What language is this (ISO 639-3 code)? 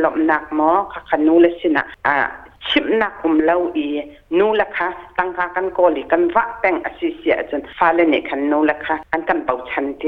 cnh